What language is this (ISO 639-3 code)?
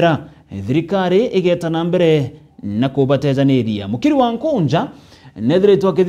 mer